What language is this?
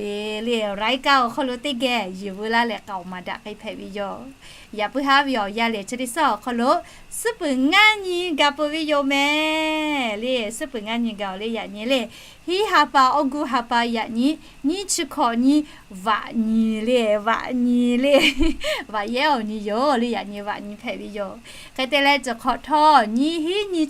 Lahu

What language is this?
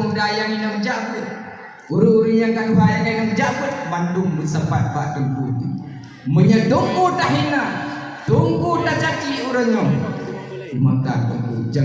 Achinese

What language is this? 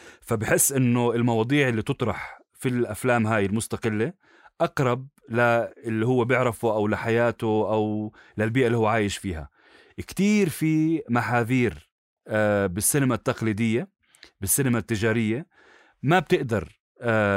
North Levantine Arabic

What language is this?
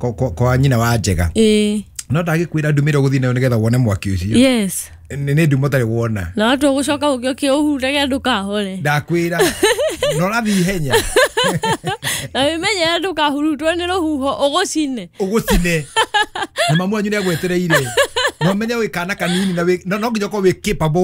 Kikuyu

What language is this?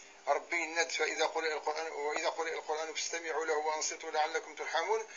Kabyle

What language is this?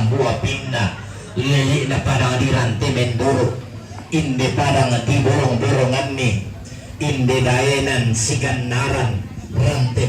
Toraja-Sa'dan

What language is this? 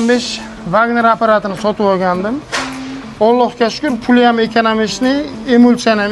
Uzbek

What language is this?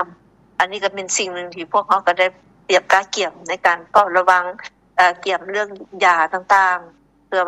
Lao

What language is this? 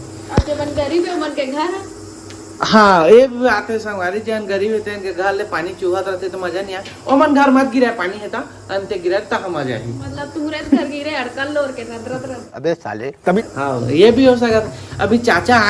Chhattisgarhi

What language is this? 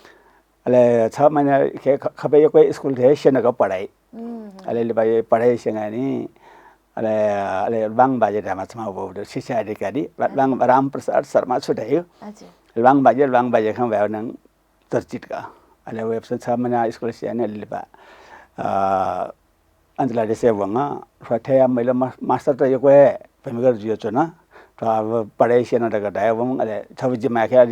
Newari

